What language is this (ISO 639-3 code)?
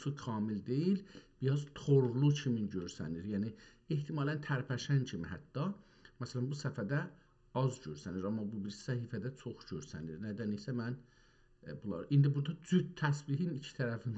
azb